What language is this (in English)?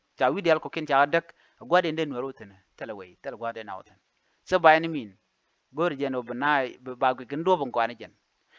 Nuer